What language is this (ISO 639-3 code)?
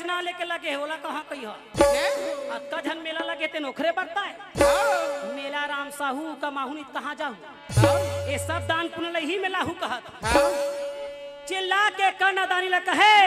hne